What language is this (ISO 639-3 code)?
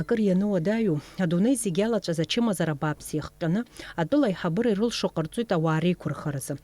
abk